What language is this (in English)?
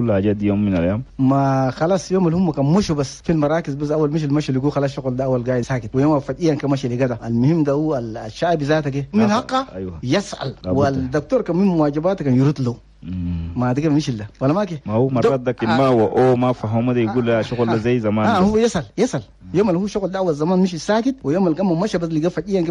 Chadian Arabic